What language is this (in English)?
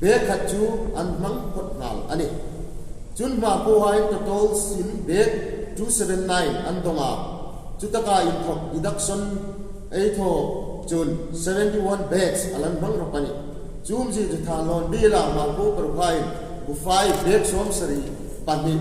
Hmar